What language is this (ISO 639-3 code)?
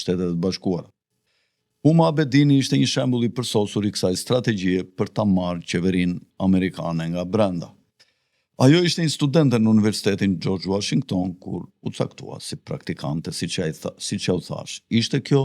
sqi